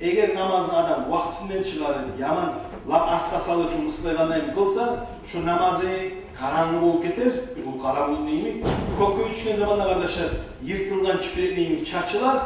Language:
Kumyk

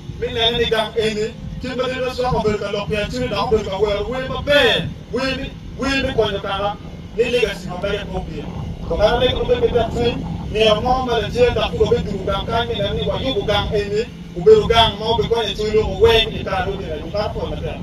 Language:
Acoli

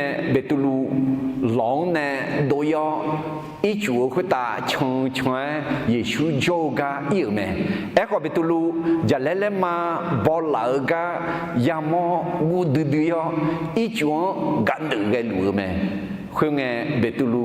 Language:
Akha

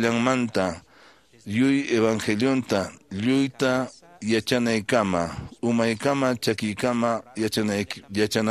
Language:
Quechua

